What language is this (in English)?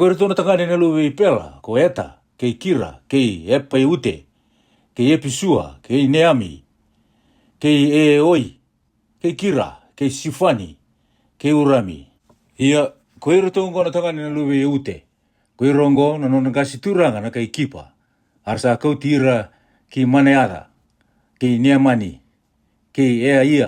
Fijian